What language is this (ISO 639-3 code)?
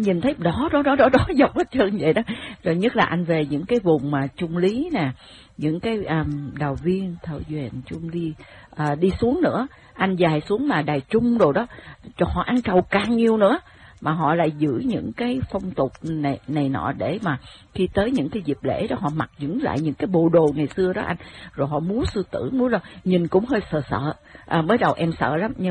vie